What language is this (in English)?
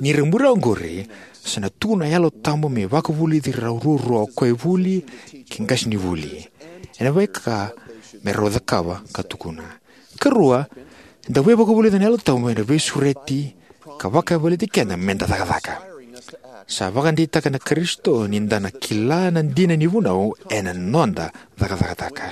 Fijian